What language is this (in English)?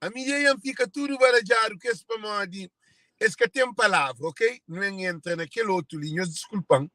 Kabuverdianu